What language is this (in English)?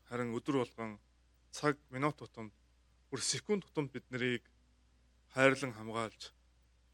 Mongolian